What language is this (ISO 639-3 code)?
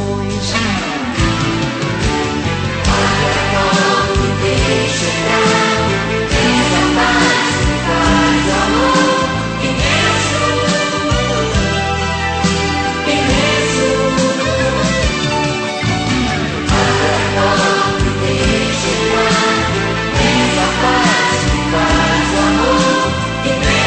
por